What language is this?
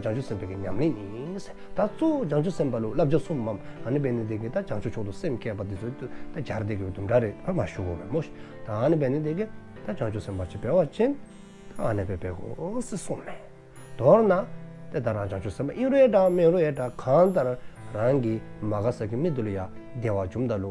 Dzongkha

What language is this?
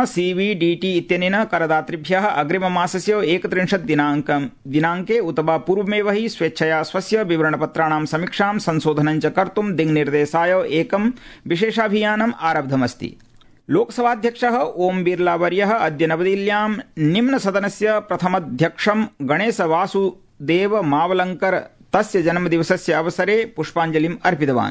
Sanskrit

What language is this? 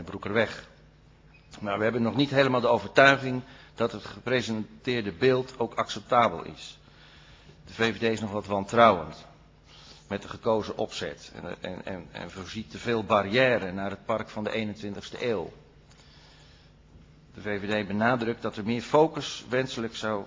Dutch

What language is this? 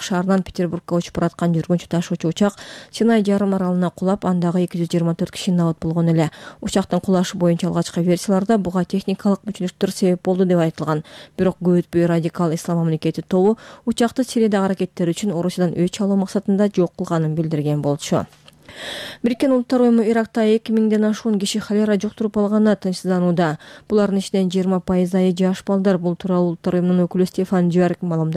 Kyrgyz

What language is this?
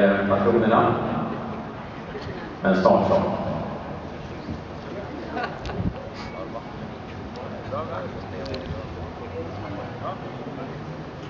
Swedish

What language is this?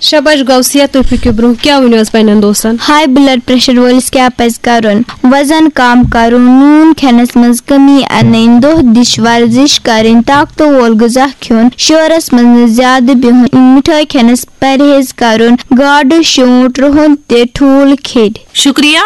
Kashmiri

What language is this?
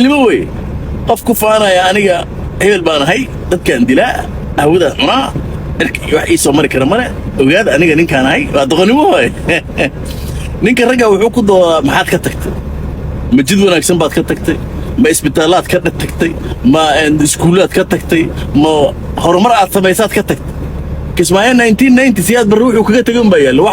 Somali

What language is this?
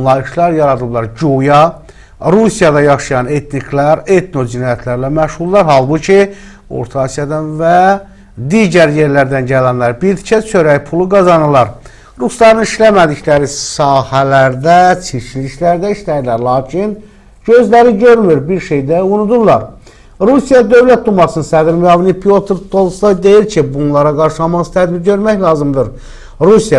Azerbaijani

